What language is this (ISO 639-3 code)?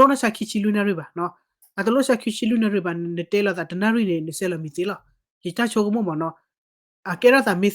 ksw